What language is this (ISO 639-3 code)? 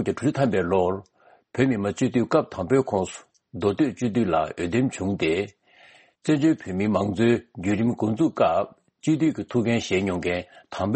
bod